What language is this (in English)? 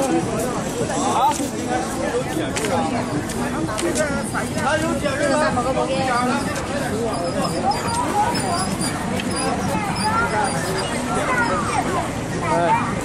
Chinese